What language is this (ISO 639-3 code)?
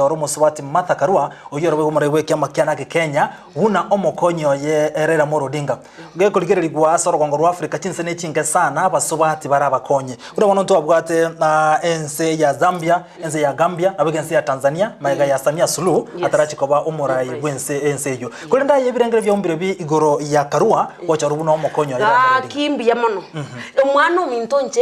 guz